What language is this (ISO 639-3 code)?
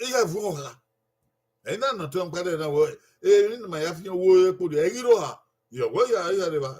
bin